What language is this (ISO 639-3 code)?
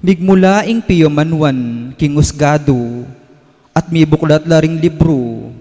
pam